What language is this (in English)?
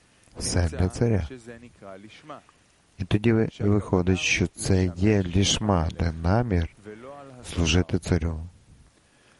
Ukrainian